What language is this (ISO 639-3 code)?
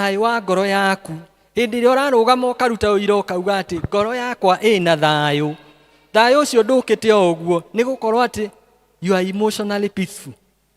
kik